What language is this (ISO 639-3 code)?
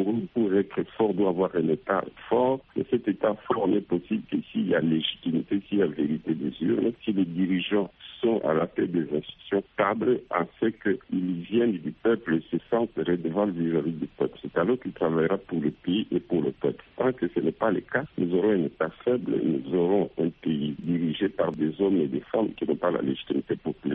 fra